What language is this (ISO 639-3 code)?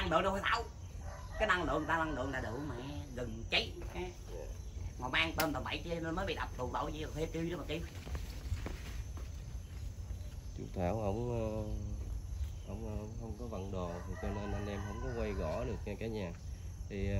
vie